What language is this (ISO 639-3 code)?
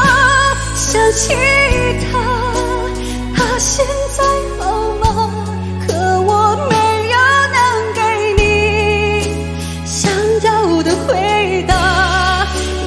zho